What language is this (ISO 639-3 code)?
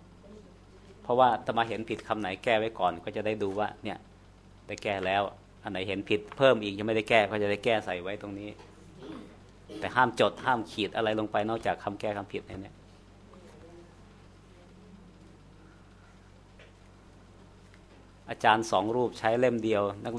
tha